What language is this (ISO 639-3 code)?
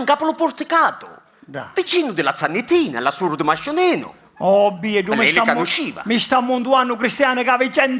scn